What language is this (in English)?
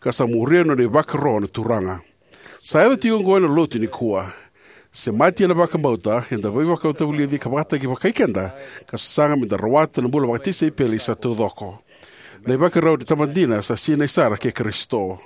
Fijian